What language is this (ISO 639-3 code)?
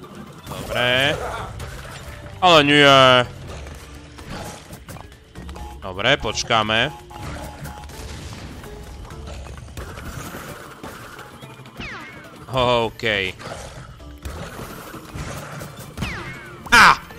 slk